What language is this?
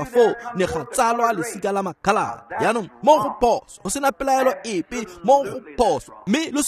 Tswana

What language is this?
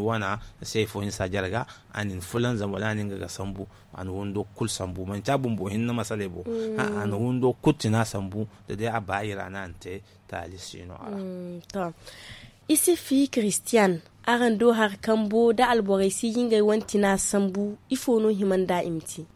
Zarma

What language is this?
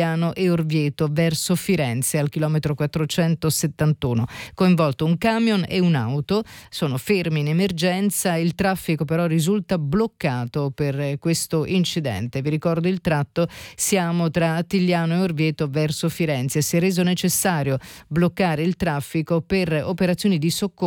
Italian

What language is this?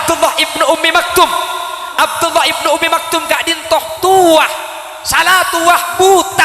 Madurese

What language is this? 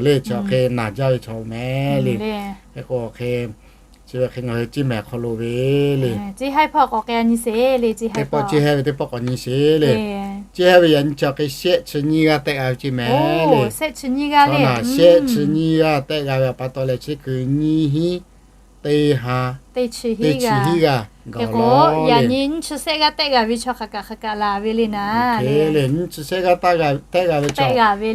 Lahu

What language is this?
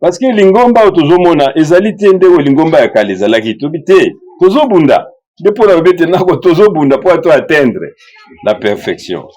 Lingala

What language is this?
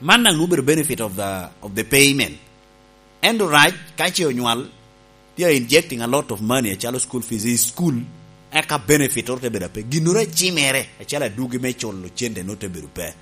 Lango (Uganda)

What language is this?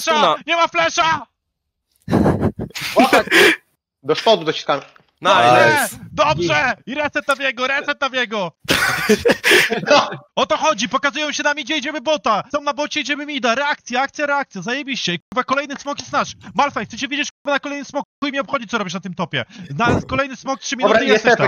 Polish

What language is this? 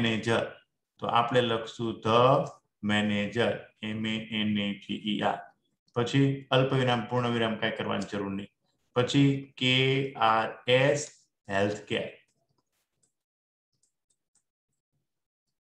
Gujarati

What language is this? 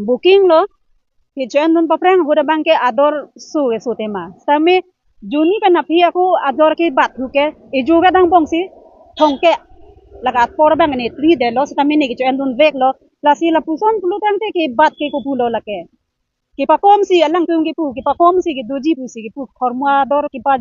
Karbi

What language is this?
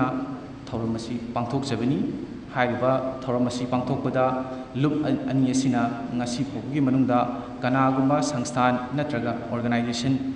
Manipuri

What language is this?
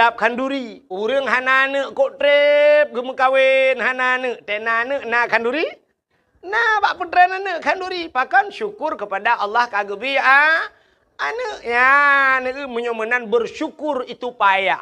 Achinese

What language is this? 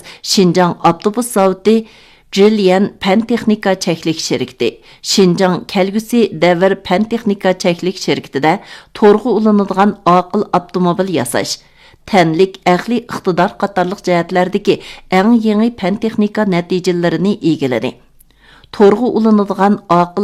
Uyghur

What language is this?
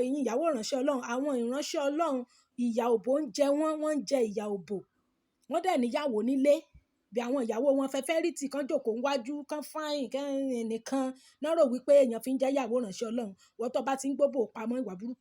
Yoruba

